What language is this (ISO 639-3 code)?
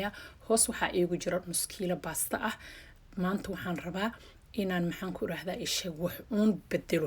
som